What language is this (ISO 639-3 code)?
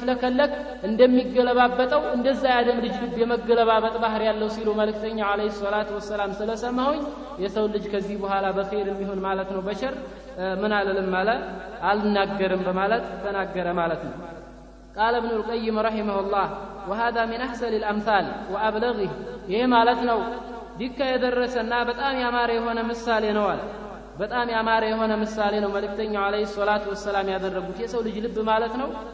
amh